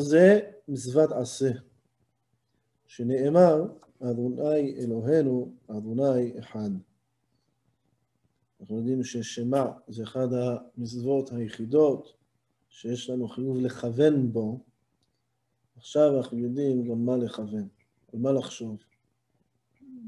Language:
Hebrew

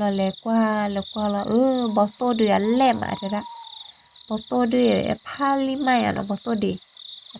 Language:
S'gaw Karen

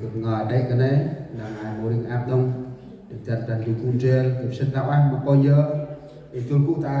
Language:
Central Mnong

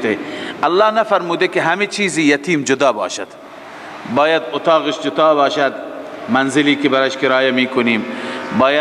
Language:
Persian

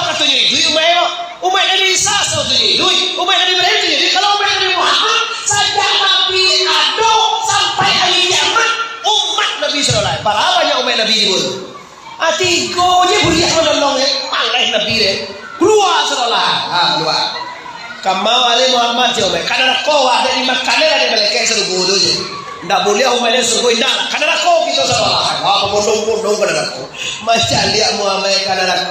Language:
Minangkabau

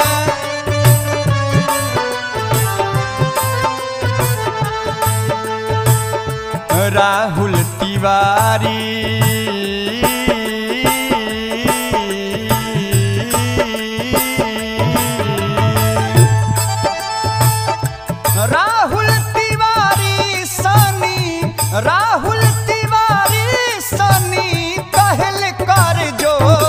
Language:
Bhojpuri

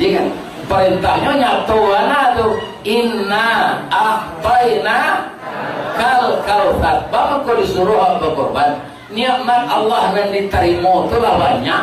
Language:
Minangkabau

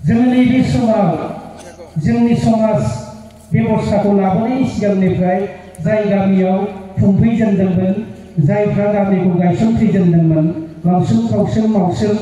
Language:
Bodo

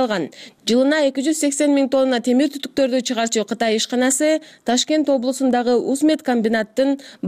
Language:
Kyrgyz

